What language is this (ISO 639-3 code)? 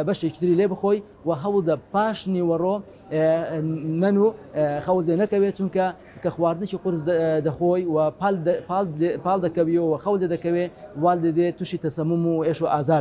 ckb